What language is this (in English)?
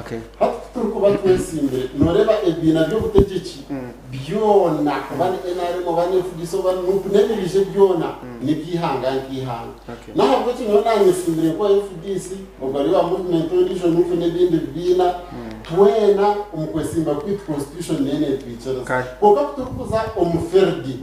Nyankole